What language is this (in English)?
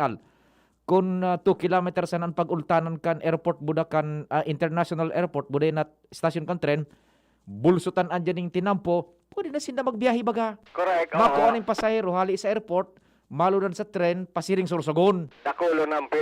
Bikol